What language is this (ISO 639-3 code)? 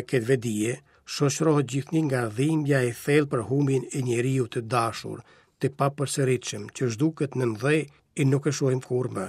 sqi